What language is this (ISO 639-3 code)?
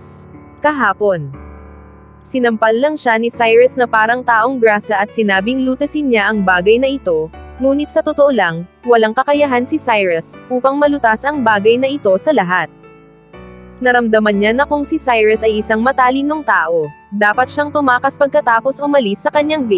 fil